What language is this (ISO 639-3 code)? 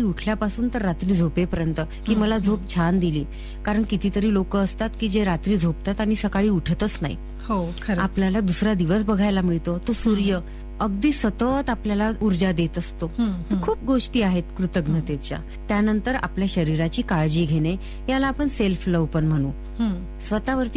mar